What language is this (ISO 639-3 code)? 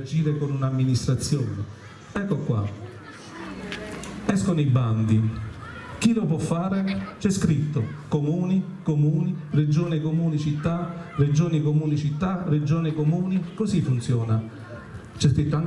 ita